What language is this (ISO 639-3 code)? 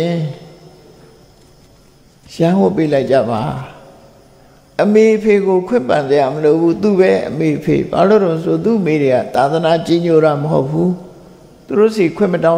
mya